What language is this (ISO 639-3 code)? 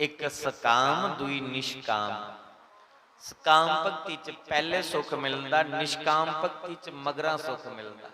doi